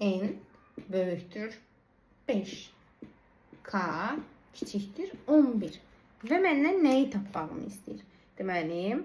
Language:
Azerbaijani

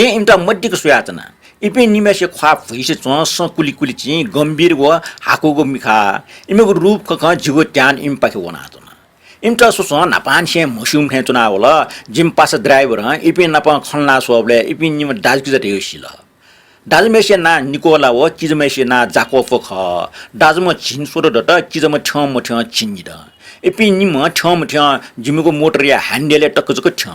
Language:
Newari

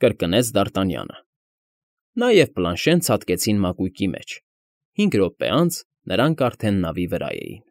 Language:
Armenian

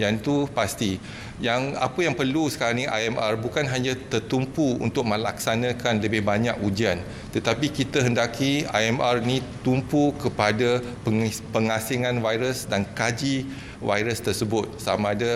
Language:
Malay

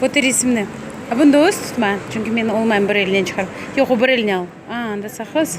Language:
Crimean Tatar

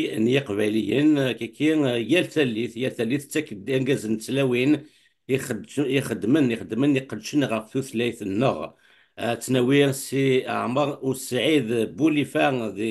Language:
Kabyle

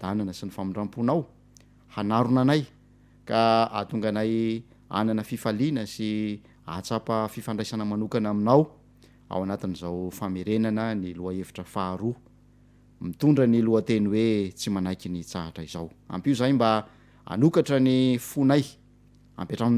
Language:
Malagasy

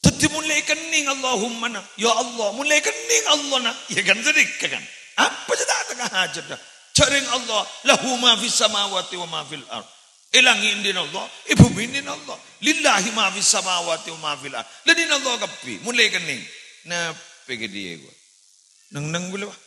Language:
Madurese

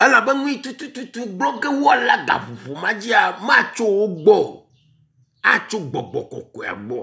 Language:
Ewe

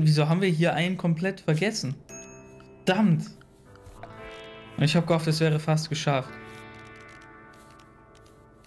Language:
German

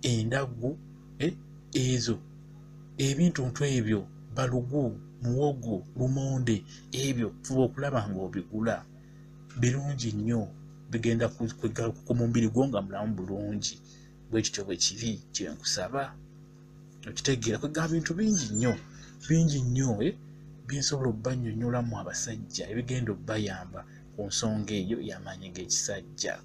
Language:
Ganda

